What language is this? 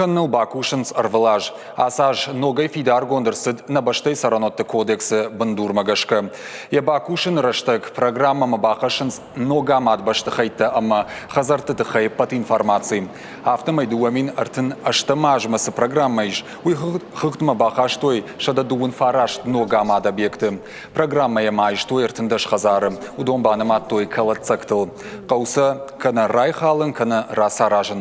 Ossetic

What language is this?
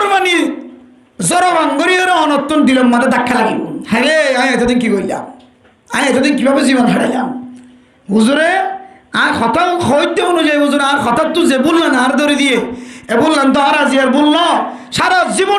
Rohingya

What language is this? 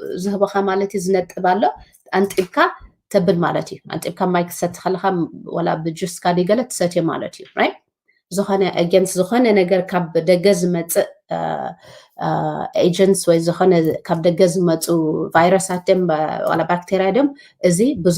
Tigrinya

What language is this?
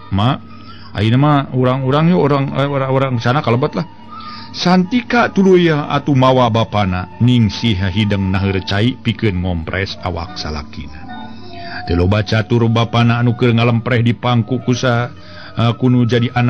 Sundanese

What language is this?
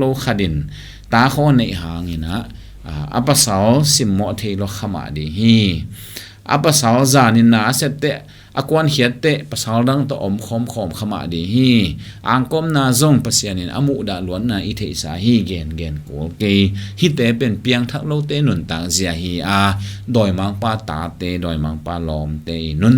Tedim Chin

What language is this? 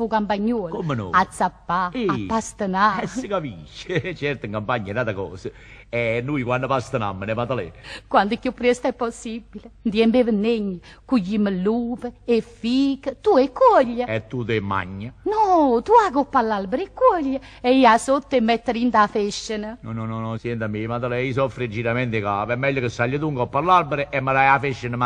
Neapolitan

